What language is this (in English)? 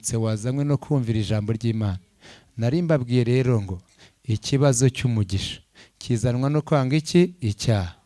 Kinyarwanda